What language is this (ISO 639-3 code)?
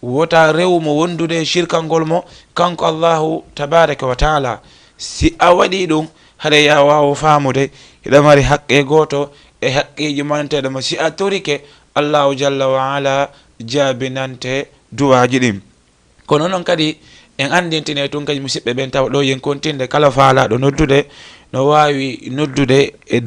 ful